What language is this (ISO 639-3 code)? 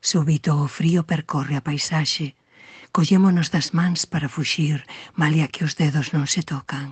glg